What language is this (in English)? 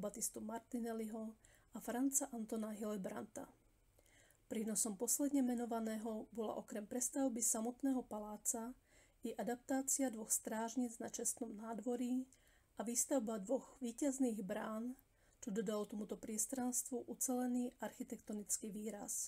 Slovak